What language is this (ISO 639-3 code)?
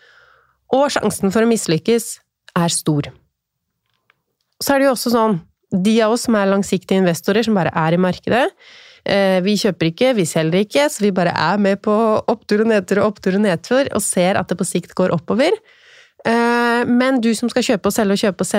nor